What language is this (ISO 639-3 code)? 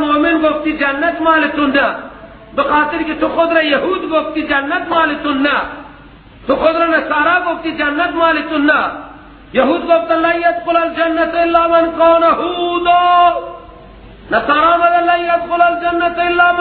fas